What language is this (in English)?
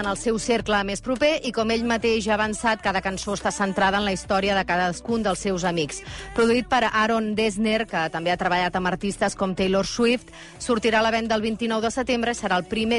Catalan